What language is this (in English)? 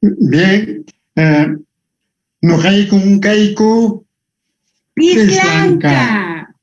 Quechua